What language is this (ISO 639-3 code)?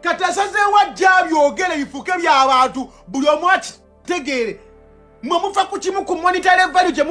lug